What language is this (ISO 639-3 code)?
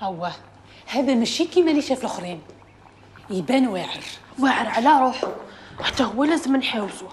arq